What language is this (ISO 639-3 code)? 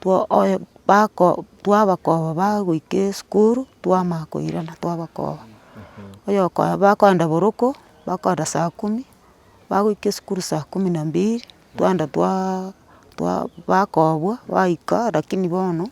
guz